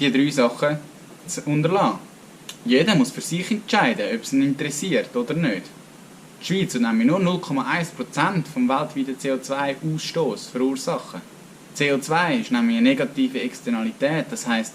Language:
Swiss German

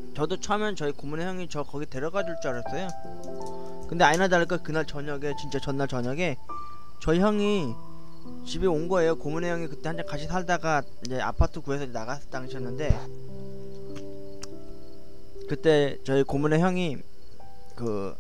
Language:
Korean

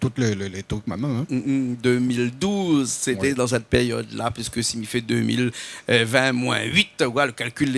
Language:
Réunion Creole French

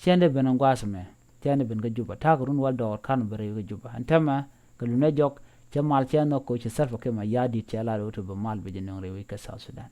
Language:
Nuer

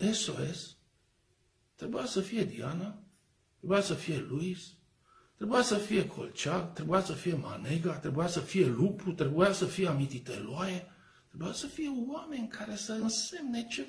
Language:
Romanian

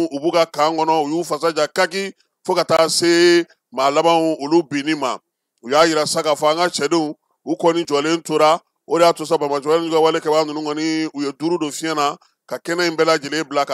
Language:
Bambara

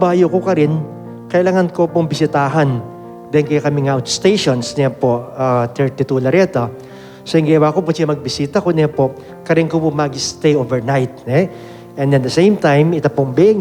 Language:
Pampanga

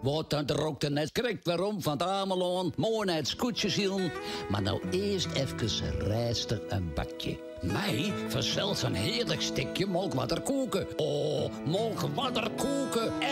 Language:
Western Frisian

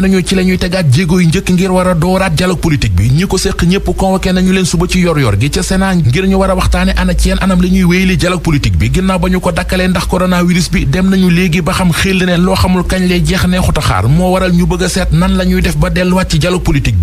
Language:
Wolof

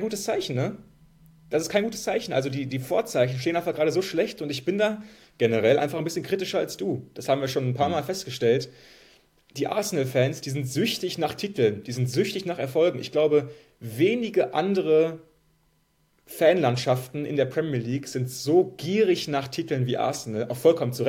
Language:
German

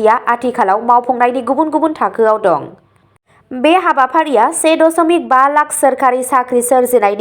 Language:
Bodo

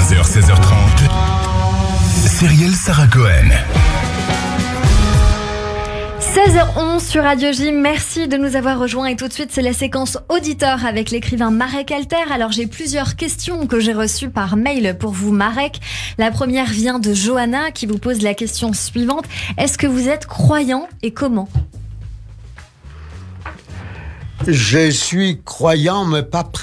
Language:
French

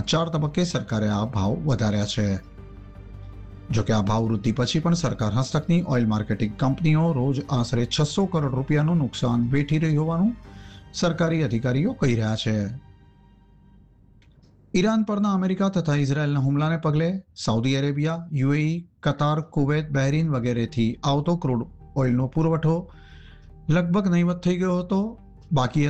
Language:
Gujarati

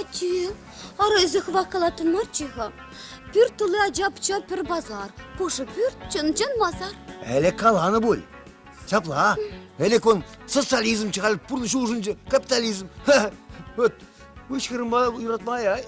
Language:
Chuvash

